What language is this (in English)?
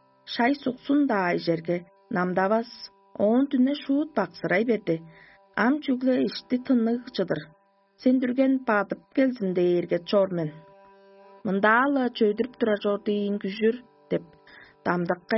Tuvinian